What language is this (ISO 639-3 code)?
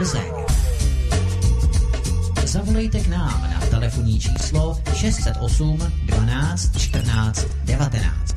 ces